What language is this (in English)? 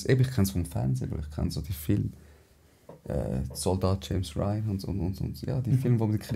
Swiss German